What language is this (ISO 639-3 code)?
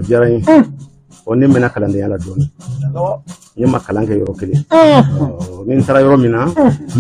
bam